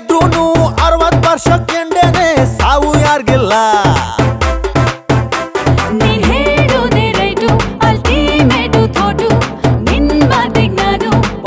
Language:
Kannada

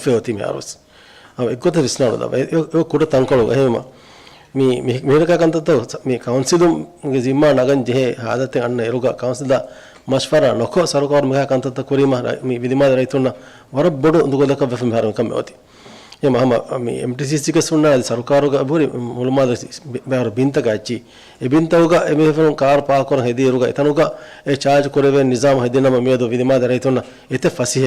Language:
Divehi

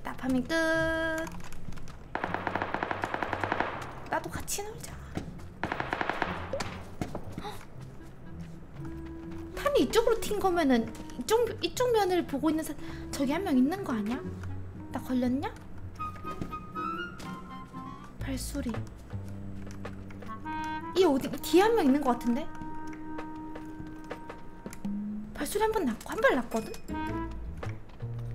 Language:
Korean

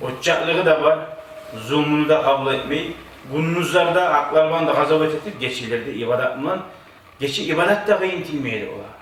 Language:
Kumyk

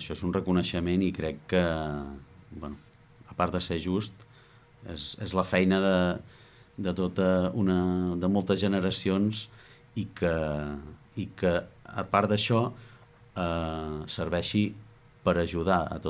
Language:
Catalan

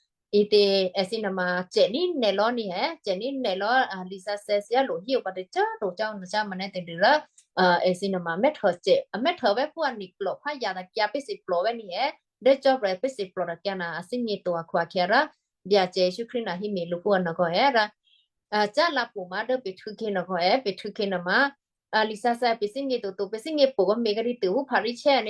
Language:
Western Kayah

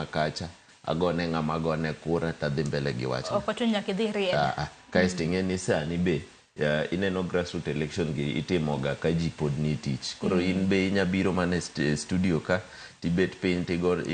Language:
Luo (Kenya and Tanzania)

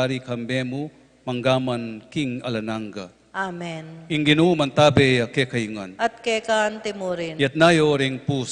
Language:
Pampanga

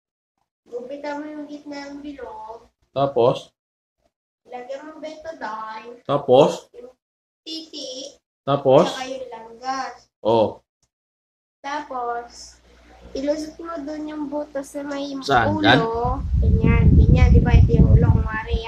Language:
Filipino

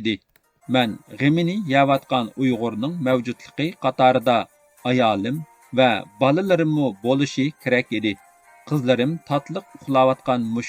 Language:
Uyghur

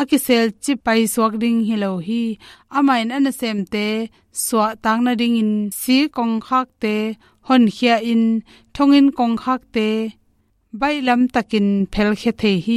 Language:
Tedim Chin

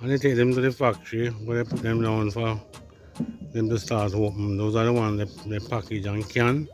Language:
Jamaican Creole English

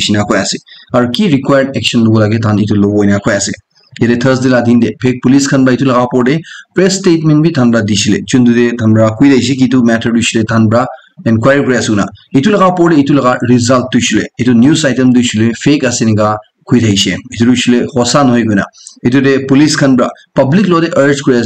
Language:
Naga Pidgin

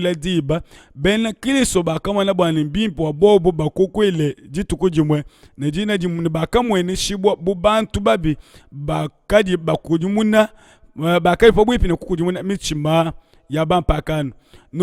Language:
Luba-Lulua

